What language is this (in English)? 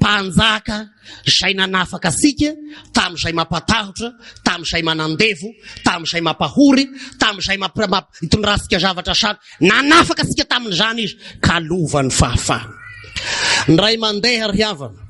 Malagasy